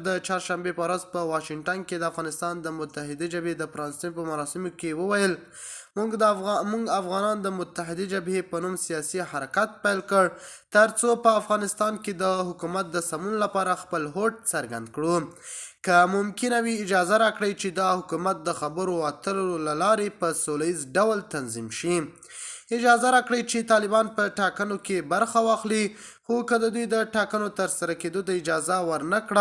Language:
Pashto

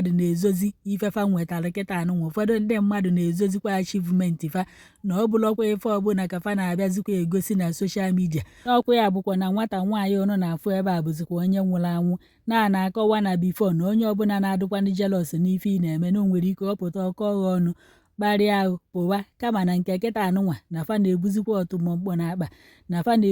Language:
Igbo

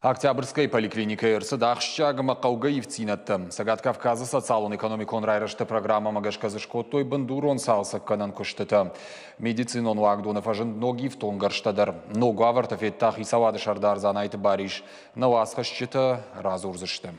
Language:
Ossetic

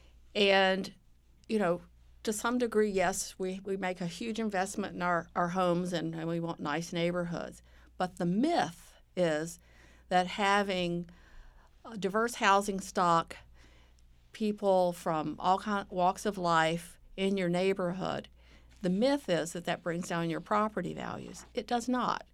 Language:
English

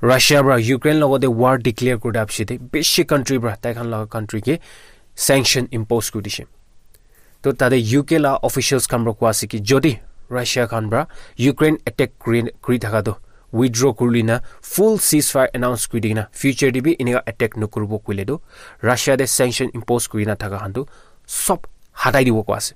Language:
Naga Pidgin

